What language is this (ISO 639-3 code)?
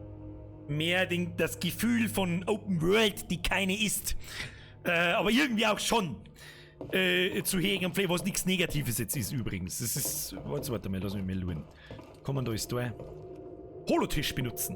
bar